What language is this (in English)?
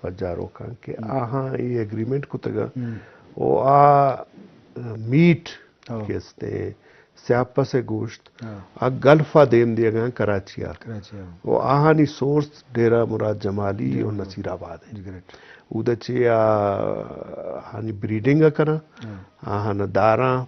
Eastern Balochi